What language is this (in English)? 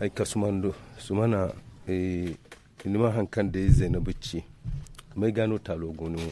Zarma